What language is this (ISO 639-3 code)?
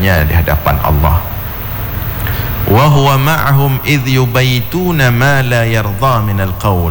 ind